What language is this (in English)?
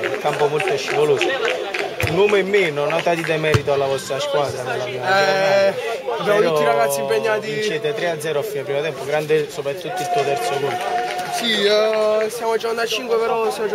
Italian